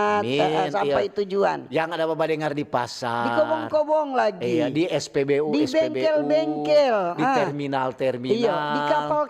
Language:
Manado Malay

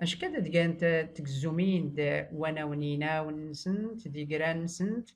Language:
Tachelhit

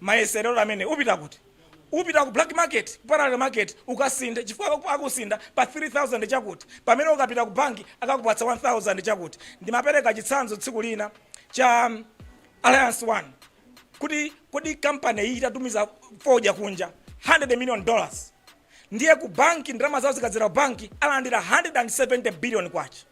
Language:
Nyanja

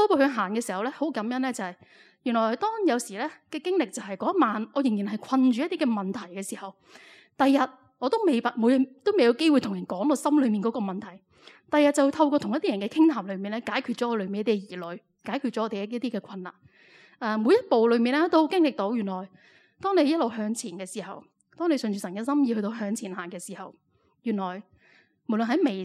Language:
Cantonese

